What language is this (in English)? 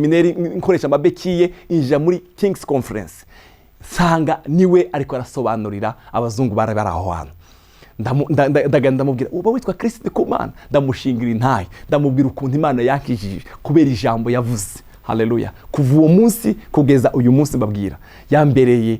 Rundi